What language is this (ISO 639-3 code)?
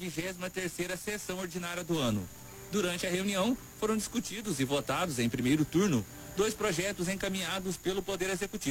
por